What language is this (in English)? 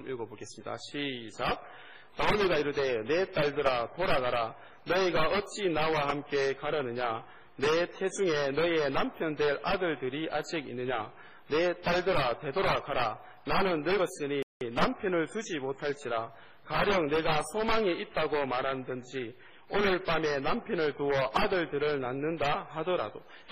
Korean